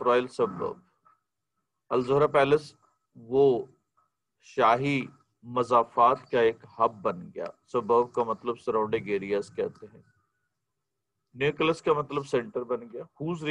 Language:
Urdu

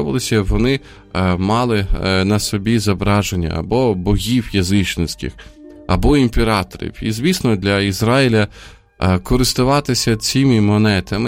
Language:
Ukrainian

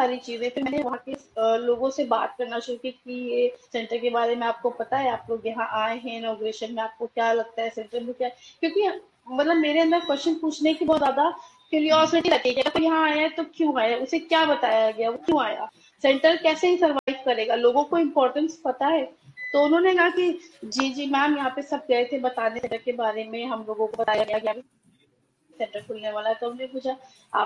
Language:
Hindi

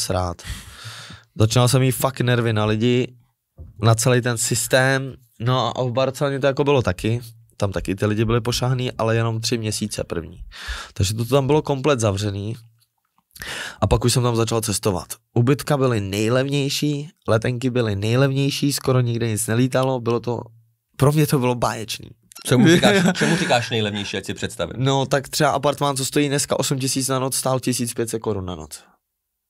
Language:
Czech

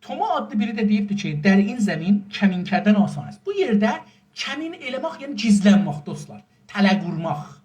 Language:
South Azerbaijani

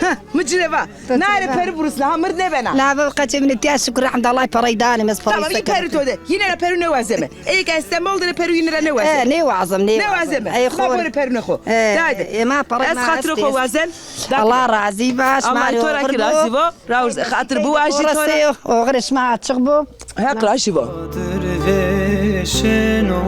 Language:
Zaza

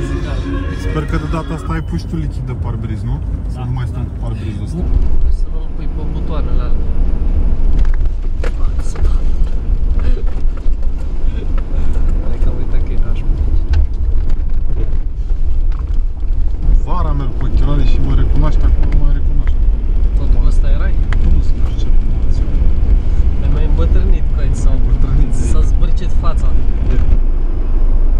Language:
Romanian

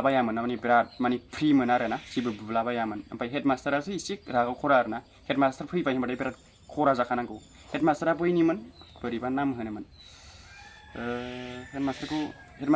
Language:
Bodo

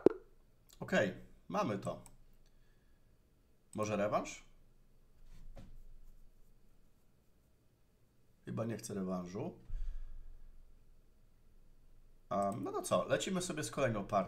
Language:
Polish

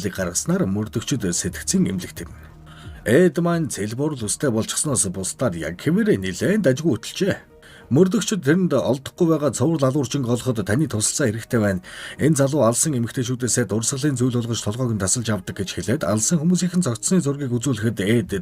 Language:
Mongolian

